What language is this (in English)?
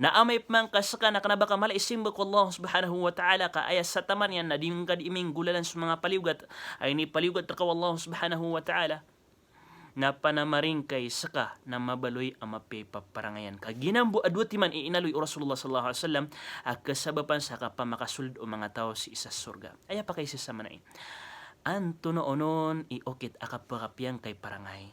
Maranao